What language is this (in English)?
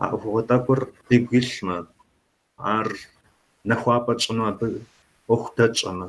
Kabardian